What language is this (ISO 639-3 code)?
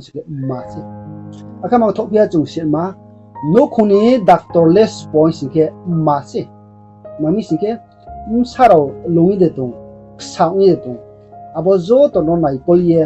ria